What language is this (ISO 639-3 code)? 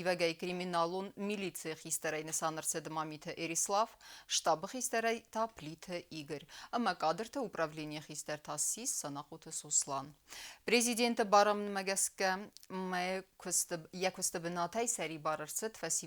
oss